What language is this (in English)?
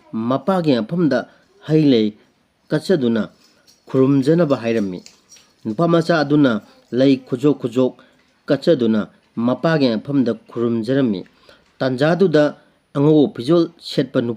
Manipuri